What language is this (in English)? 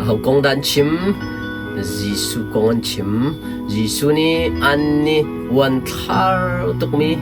Hakha Chin